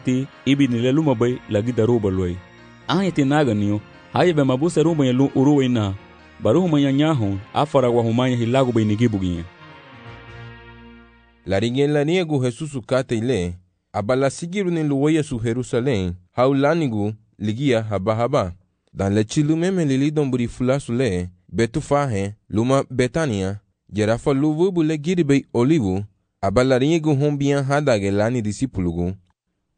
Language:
Garifuna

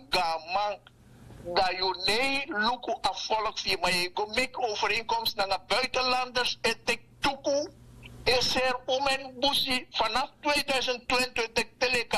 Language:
Sranan Tongo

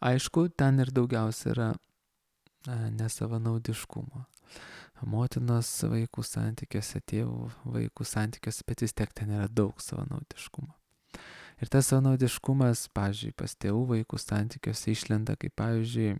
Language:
Lithuanian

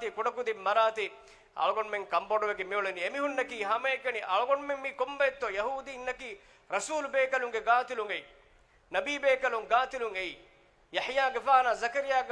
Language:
Divehi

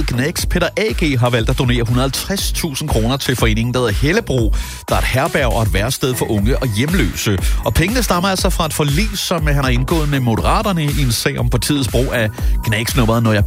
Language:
Danish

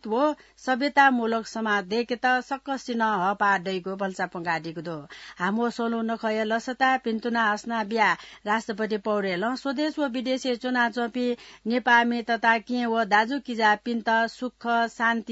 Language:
Newari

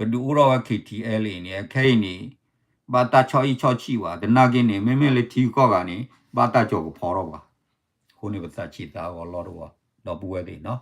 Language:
S'gaw Karen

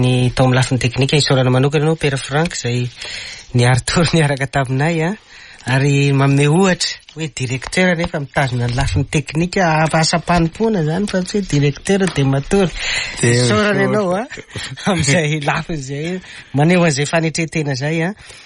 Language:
Malagasy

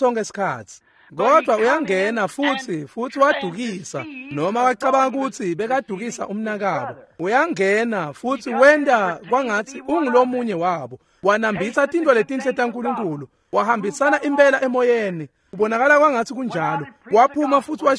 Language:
Swati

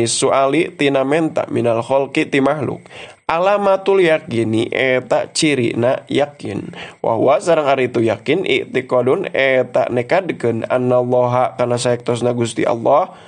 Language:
Sundanese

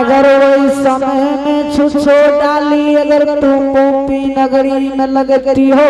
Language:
Angika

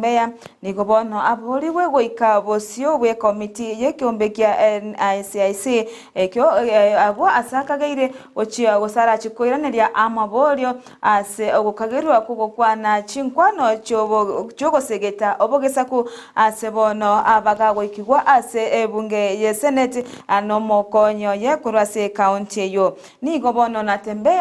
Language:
Gusii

